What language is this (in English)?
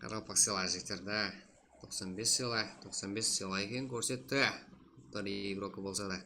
Kara-Kalpak